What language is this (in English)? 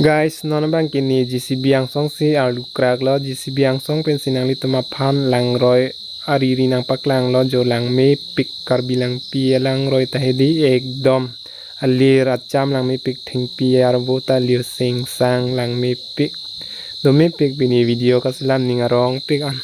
Karbi